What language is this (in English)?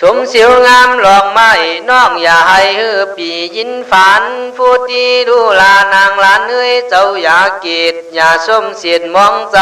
Khün